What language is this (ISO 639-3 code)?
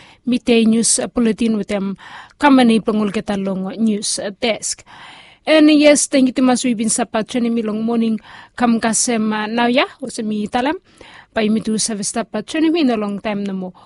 bis